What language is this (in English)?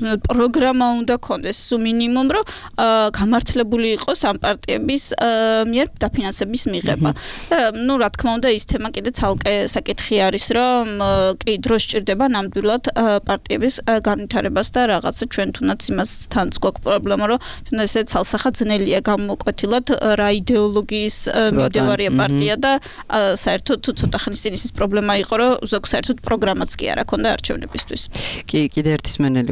Georgian